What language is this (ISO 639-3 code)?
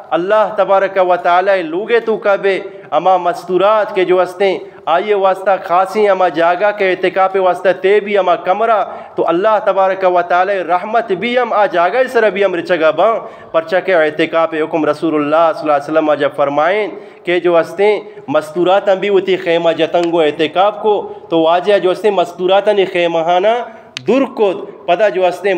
bgp